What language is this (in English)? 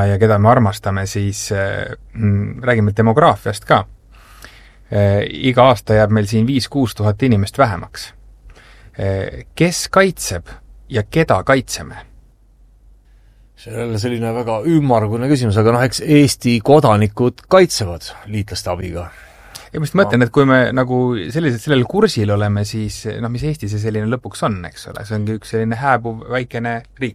Estonian